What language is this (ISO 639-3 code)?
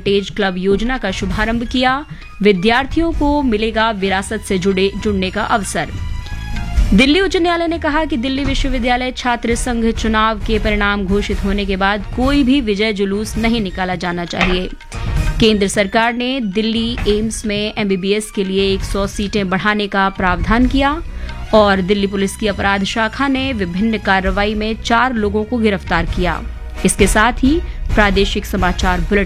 hin